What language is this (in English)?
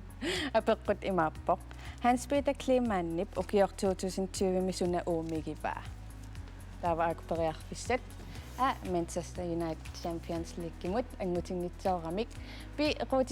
Kalaallisut